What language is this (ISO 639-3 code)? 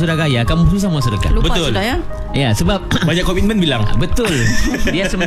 msa